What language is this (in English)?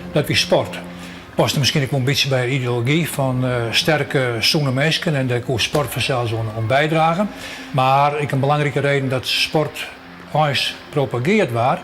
Western Frisian